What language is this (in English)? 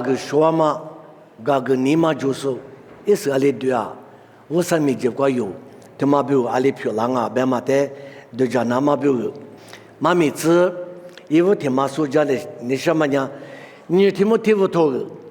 Lisu